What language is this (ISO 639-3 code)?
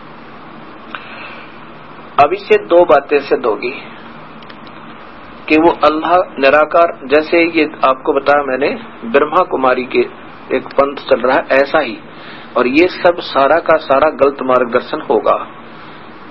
hin